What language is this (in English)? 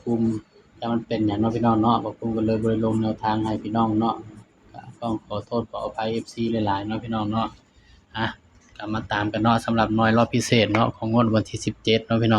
Northeastern Thai